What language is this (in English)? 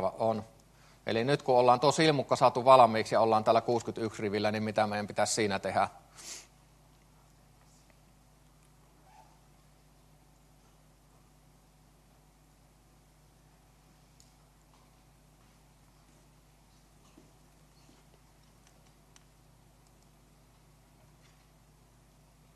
Finnish